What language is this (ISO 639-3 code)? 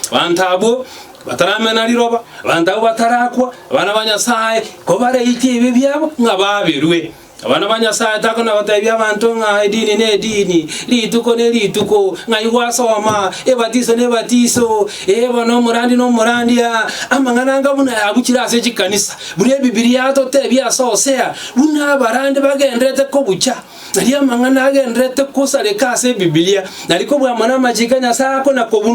guz